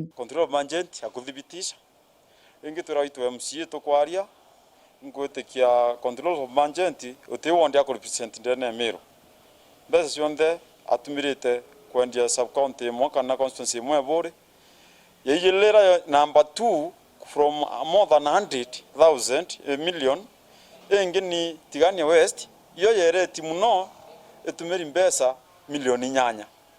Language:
Meru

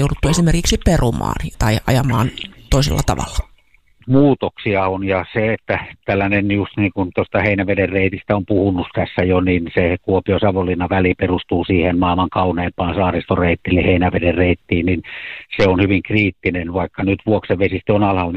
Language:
Finnish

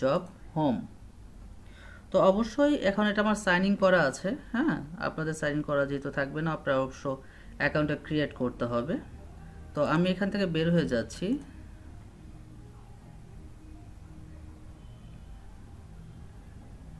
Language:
Bangla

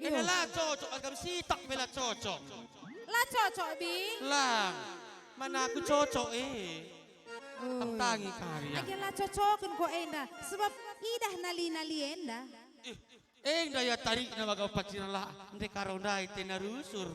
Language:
Batak Karo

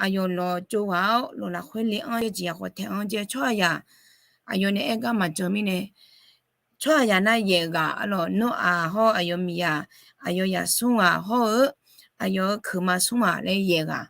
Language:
Akha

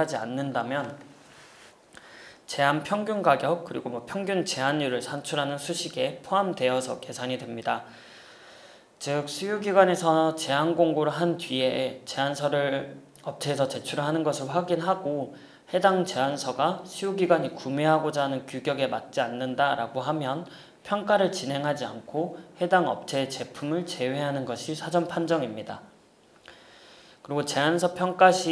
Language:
Korean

